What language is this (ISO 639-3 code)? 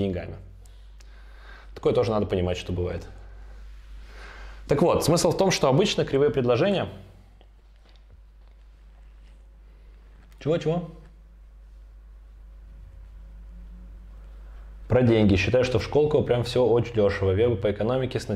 rus